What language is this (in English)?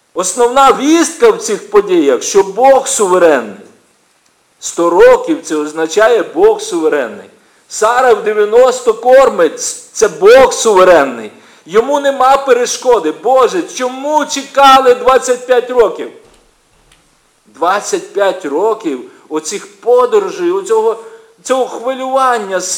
Ukrainian